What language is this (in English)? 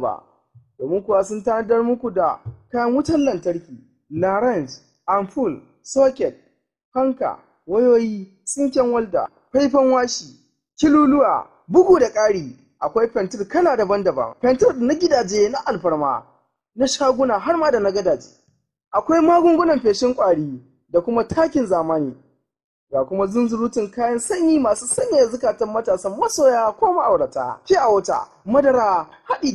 Hausa